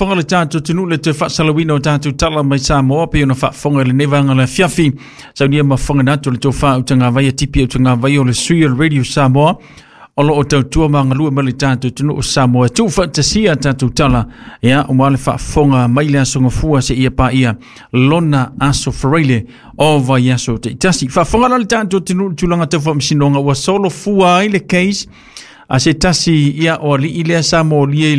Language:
Samoan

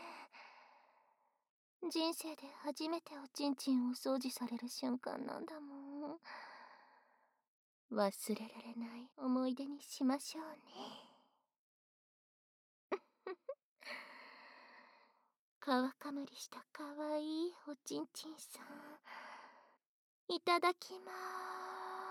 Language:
Japanese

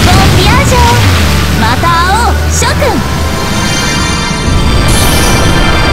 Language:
Japanese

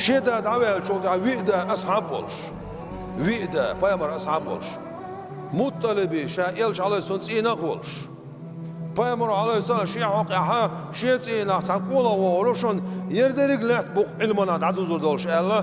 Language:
Chechen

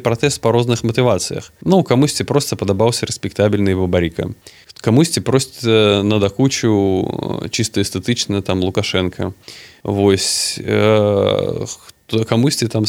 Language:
Belarusian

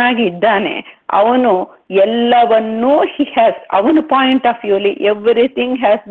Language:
Kannada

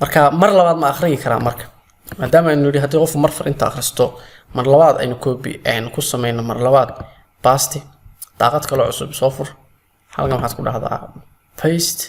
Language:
Somali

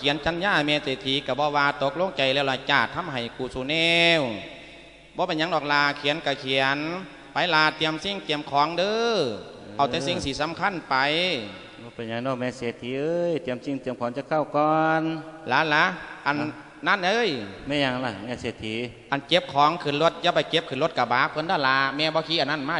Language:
Lao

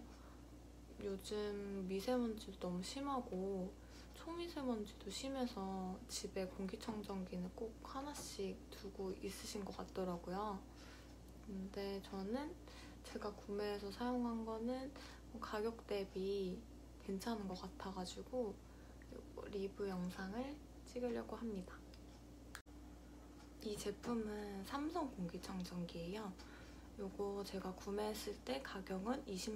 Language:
Korean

